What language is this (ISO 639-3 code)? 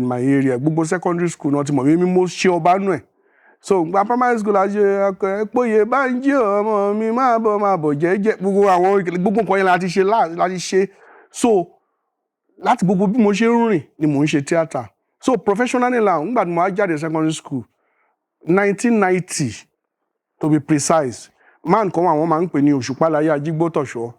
yor